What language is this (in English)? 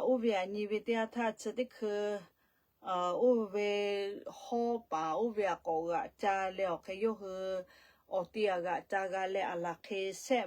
Lahu